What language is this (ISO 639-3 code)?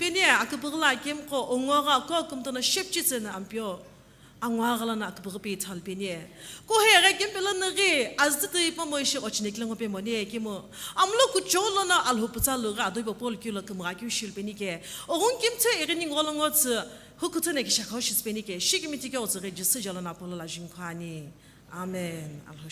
nsm